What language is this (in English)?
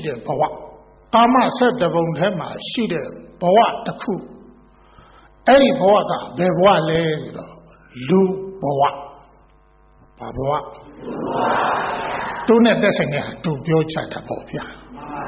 Burmese